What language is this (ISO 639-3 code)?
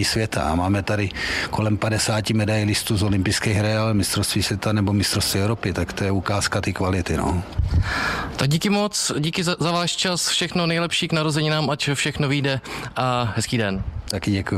ces